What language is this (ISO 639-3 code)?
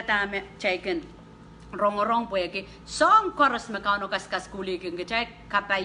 pon